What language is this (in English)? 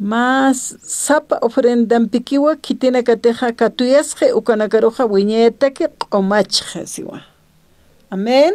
Aymara